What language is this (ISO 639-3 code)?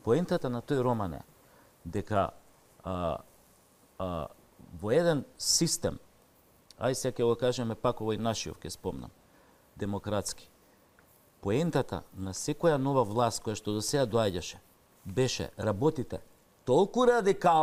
mkd